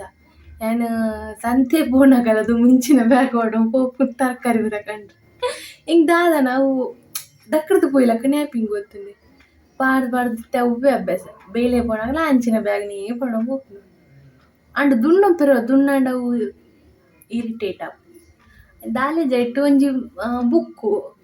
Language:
Tulu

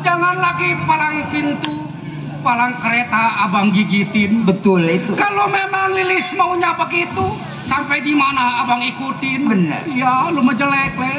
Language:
Betawi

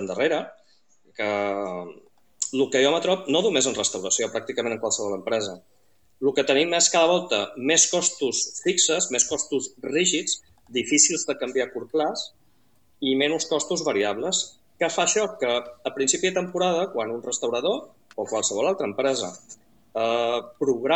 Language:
Catalan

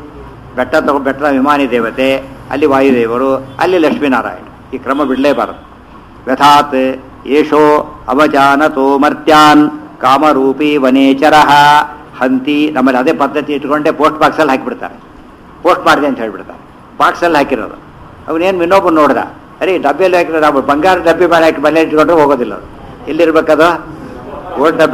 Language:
Kannada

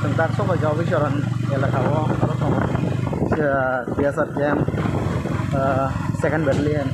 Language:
Kok Borok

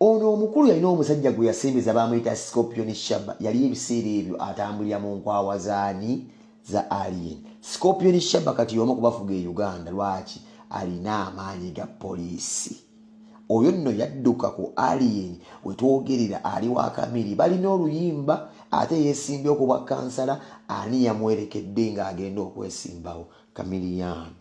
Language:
Ganda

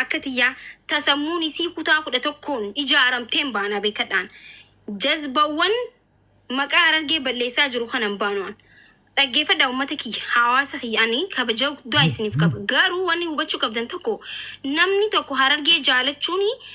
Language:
Oromo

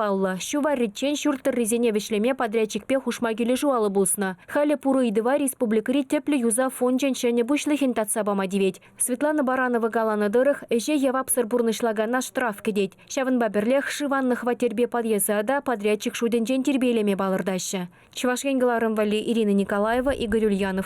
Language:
Chuvash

